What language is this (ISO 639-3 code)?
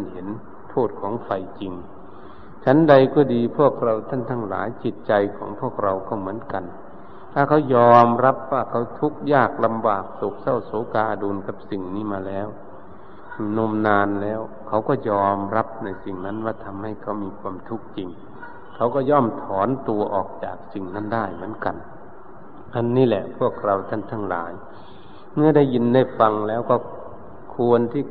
tha